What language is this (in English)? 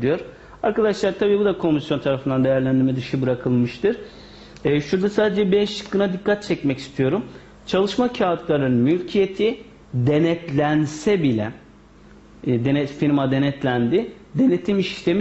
Turkish